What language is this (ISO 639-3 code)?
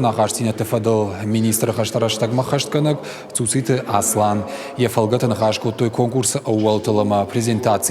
oss